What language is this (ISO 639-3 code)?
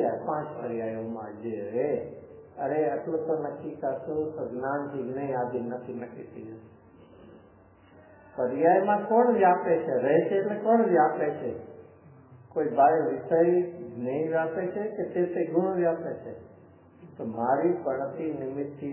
guj